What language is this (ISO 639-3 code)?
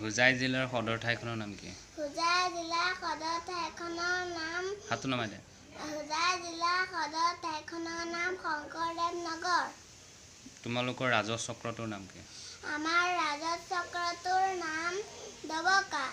asm